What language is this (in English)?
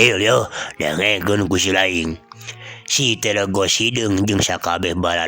Sundanese